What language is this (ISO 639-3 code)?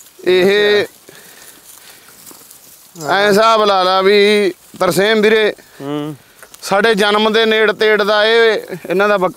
pan